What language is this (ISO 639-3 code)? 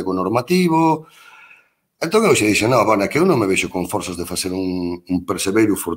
glg